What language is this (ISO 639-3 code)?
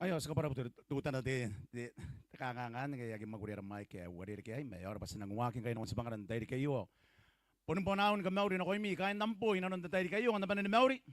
gil